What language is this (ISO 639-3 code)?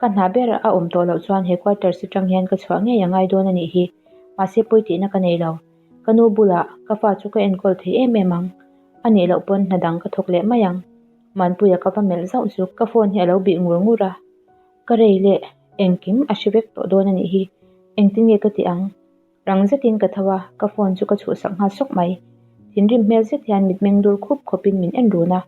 lus